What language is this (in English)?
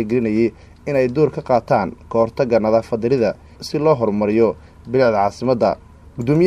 Somali